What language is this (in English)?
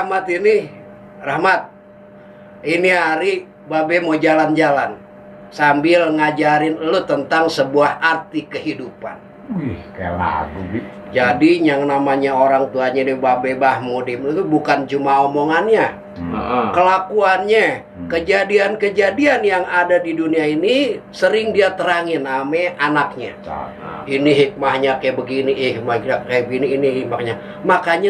Betawi